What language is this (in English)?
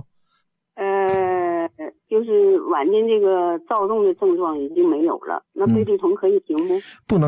Chinese